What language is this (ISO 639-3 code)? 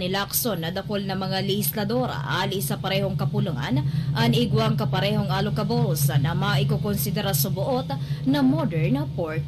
bik